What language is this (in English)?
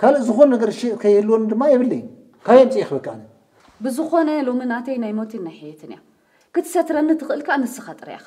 Tigrinya